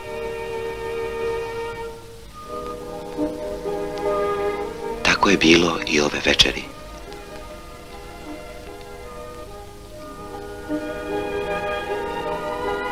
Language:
Croatian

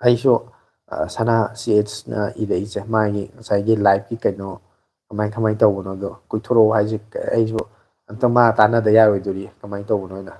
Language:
Manipuri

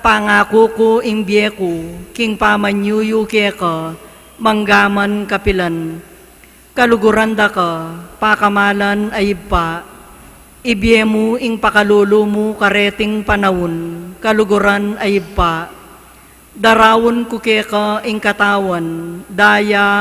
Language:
Pampanga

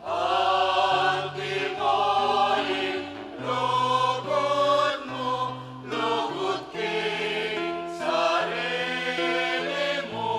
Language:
Pampanga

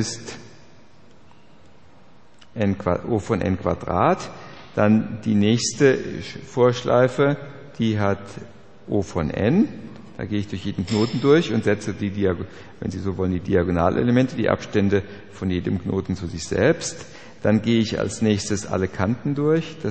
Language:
German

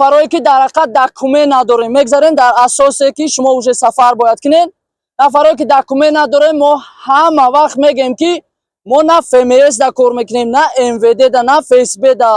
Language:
Tajik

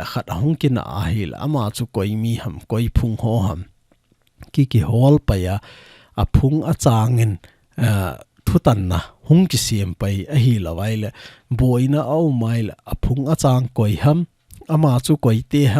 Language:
Thado Chin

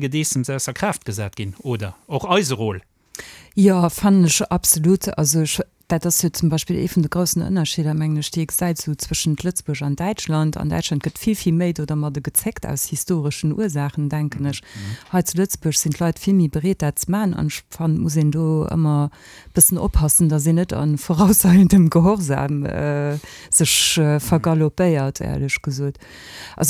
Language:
Luxembourgish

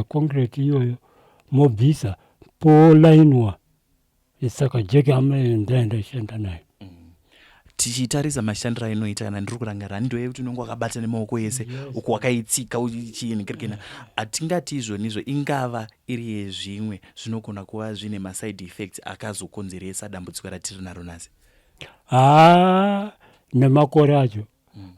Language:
Shona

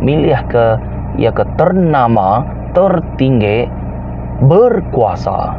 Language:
Iban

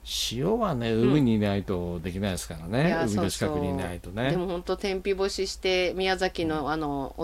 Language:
Japanese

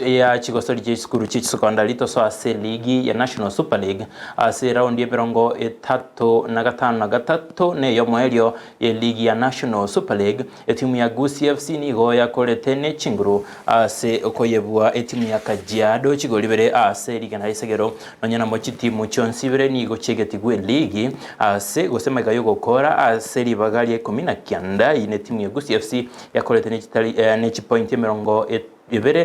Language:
Gusii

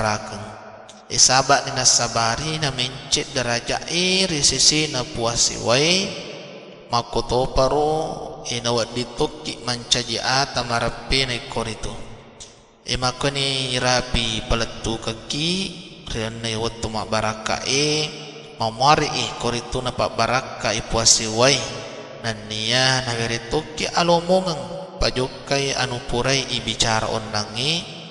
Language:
Buginese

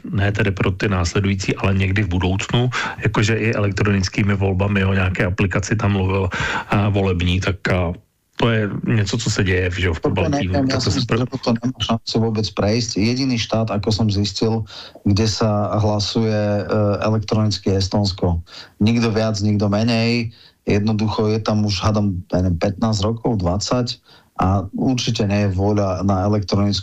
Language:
Slovak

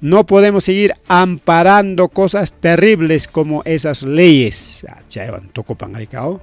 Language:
Ayacucho Quechua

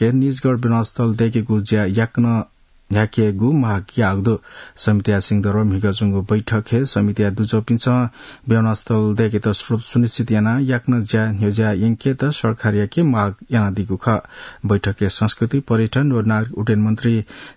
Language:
Newari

